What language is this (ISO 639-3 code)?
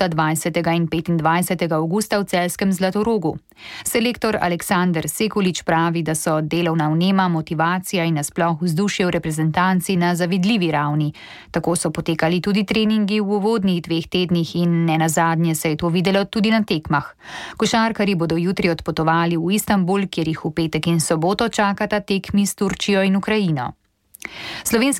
slv